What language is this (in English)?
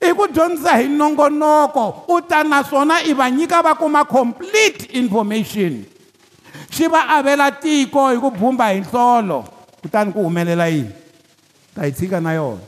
Tsonga